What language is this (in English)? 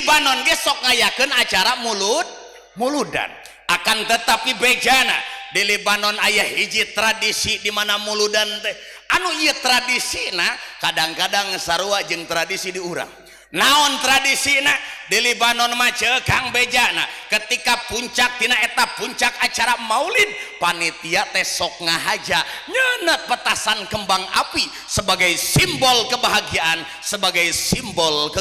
Sundanese